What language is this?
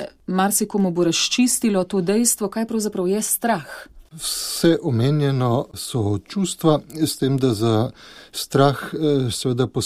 Slovenian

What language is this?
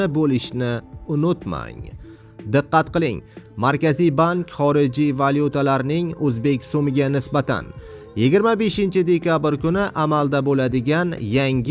Uzbek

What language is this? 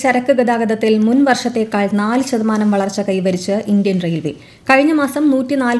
Malayalam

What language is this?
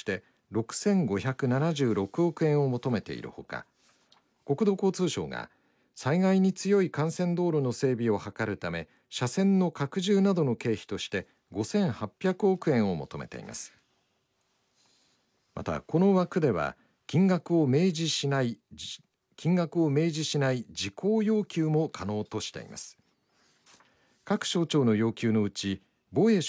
Japanese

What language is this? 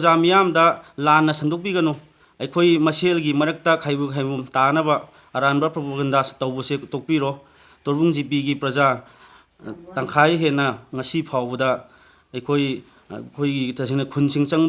Manipuri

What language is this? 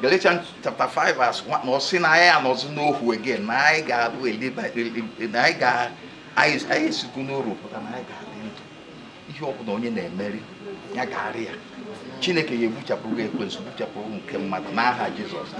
Igbo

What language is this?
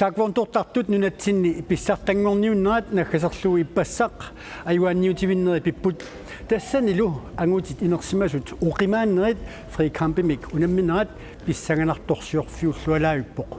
Kalaallisut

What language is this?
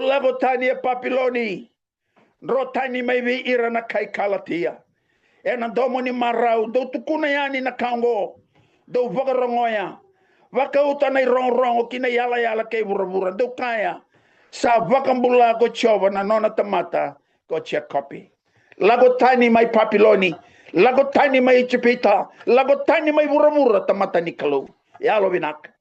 Fijian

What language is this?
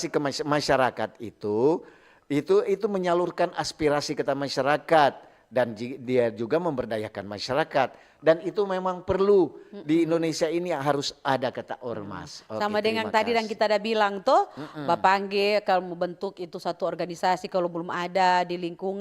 Manado Malay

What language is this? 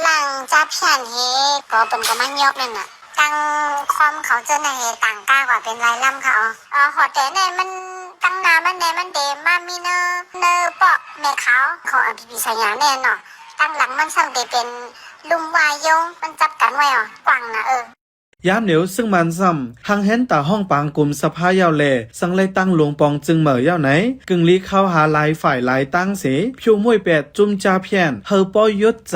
Shan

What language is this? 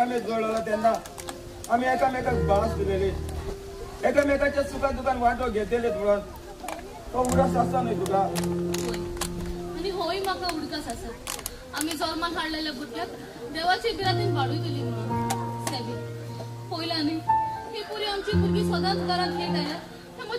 Konkani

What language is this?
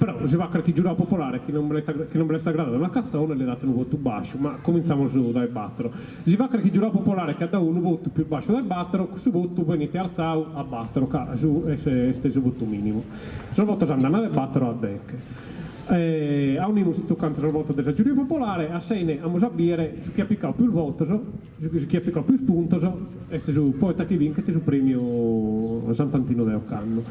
Sardinian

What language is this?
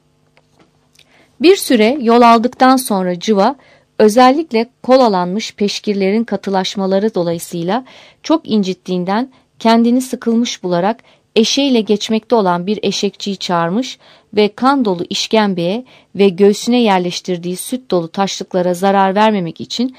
Turkish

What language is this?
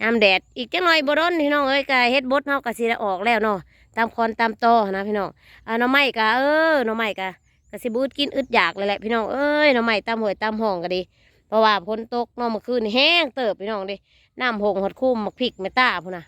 Northeastern Thai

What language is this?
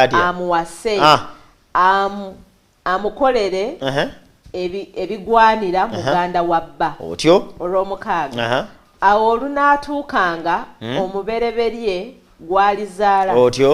Ganda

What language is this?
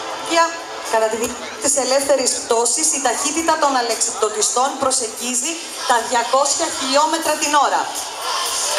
Greek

